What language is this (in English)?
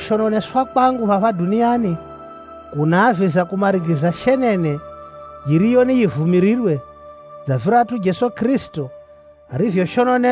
Swahili